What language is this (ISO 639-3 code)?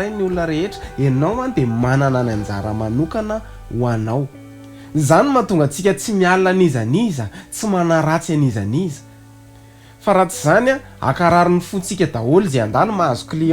mlg